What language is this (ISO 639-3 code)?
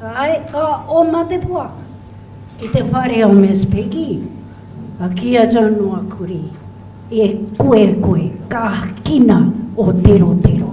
mri